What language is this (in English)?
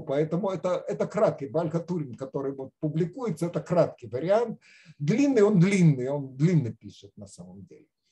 Russian